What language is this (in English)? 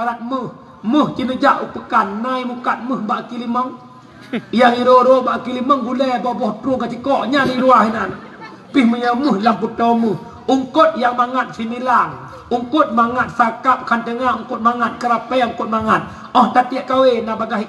Achinese